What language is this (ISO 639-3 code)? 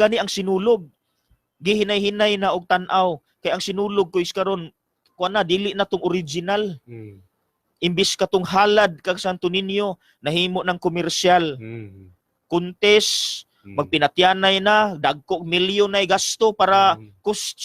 ceb